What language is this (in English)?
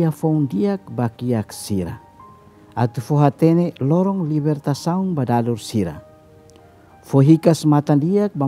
Tetum